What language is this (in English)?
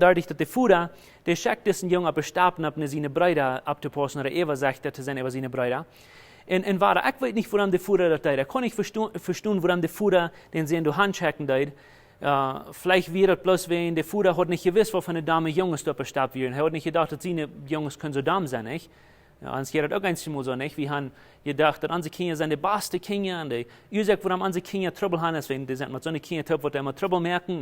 Plautdietsch